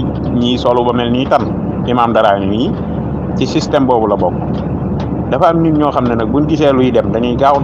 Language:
Wolof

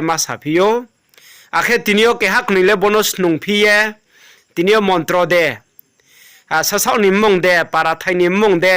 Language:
Riang (India)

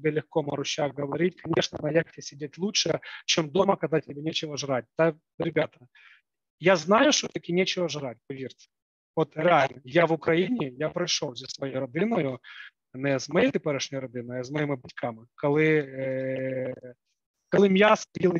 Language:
Ukrainian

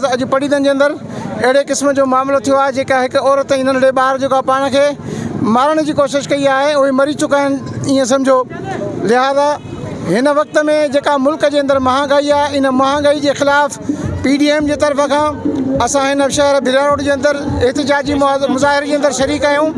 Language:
Sindhi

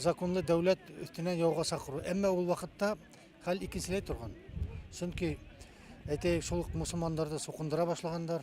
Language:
Bashkir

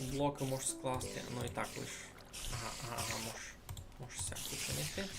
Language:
Rusyn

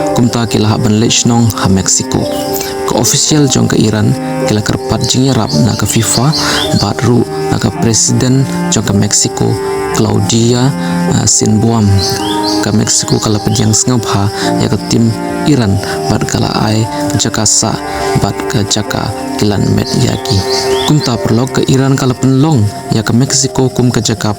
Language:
Khasi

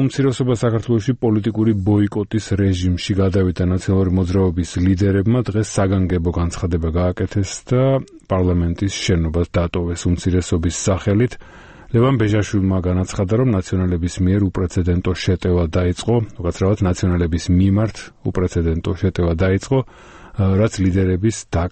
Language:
Georgian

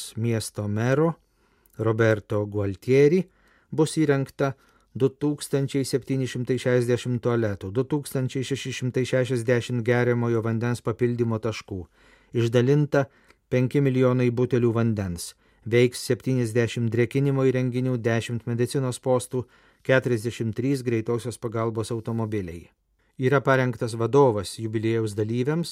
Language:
Lithuanian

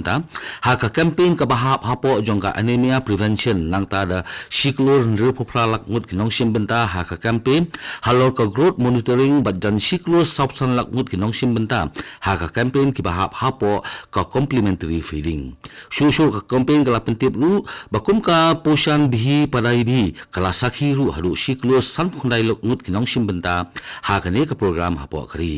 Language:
Khasi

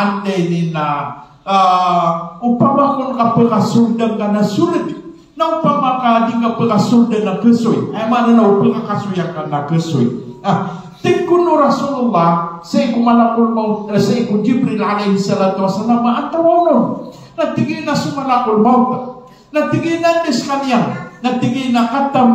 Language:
Maranao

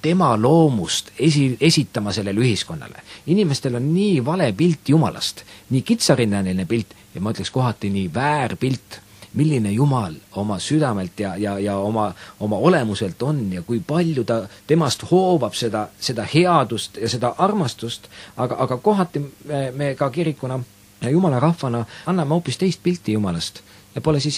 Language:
Estonian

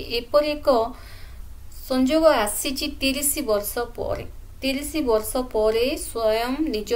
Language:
Odia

